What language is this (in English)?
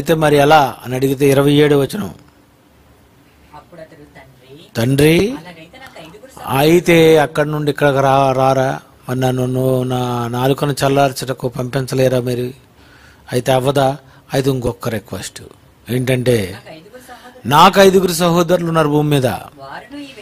Telugu